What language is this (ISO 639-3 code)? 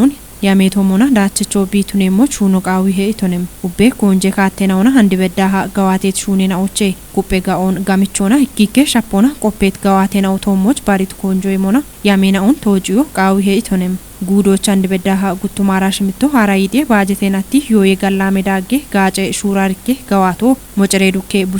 kbr